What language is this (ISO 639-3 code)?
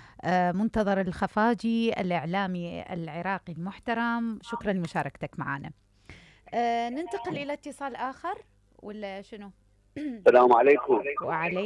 acm